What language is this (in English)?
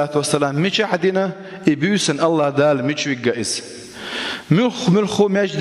Chechen